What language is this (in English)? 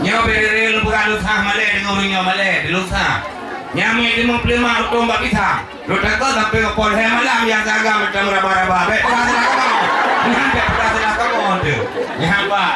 Achinese